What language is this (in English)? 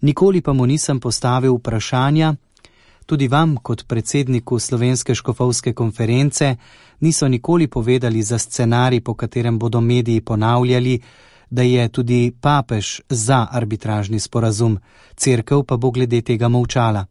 Slovenian